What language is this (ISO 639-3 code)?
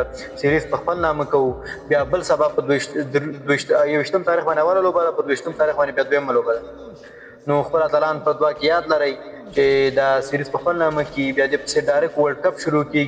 pus